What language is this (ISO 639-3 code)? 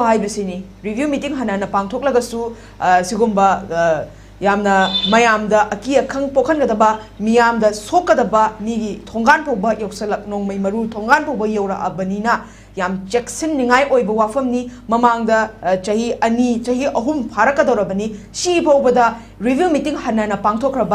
mni